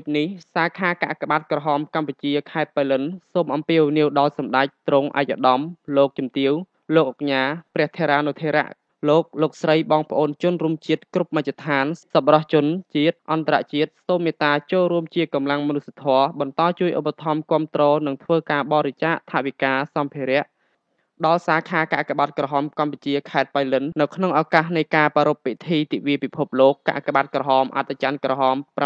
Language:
Khmer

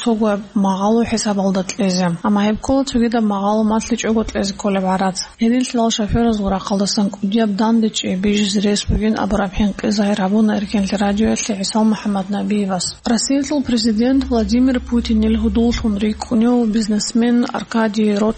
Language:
Avaric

